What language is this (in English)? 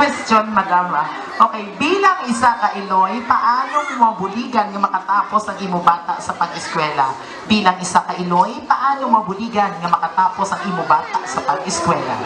Hiligaynon